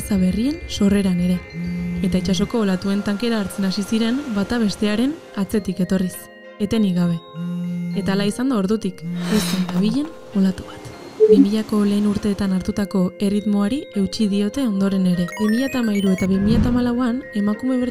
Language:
Basque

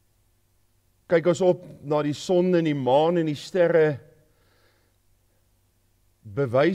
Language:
Afrikaans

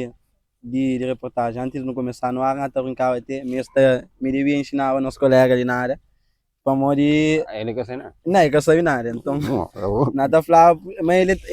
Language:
Kabuverdianu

